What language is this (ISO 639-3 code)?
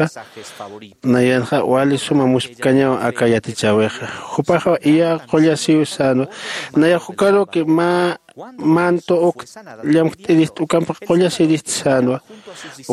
aym